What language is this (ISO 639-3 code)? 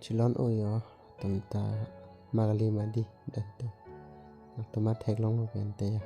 mjw